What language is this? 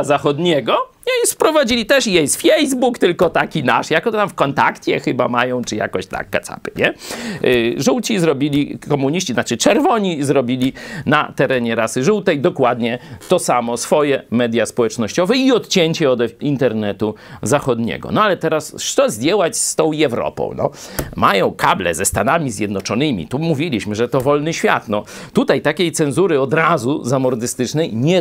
Polish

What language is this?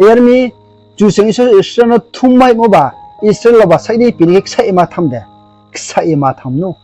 Riang (India)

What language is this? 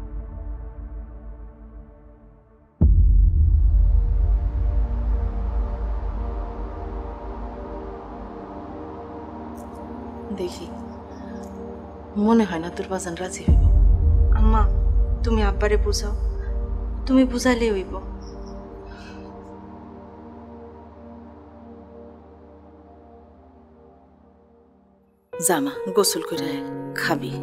Bangla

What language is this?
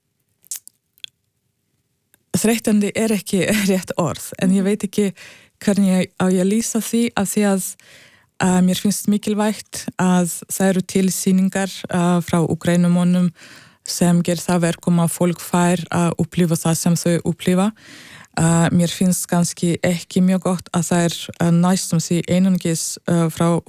Icelandic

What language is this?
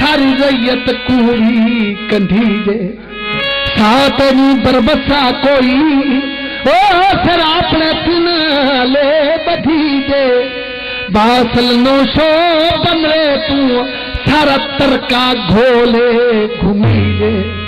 Saraiki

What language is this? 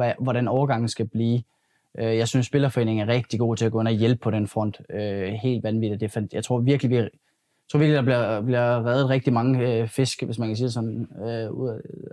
Danish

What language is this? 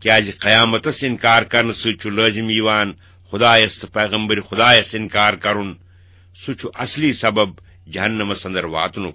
Kashmiri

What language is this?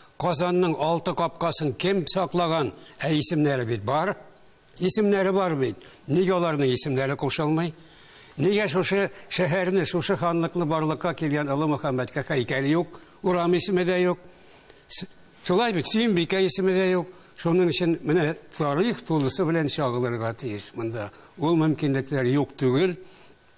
Tatar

